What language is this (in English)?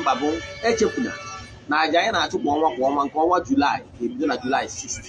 Igbo